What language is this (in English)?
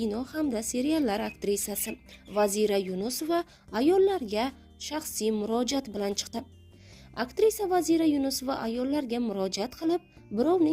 Uzbek